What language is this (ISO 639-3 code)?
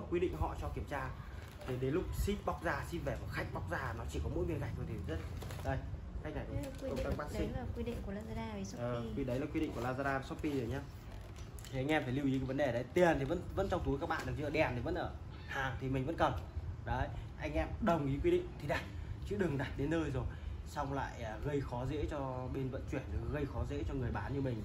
vie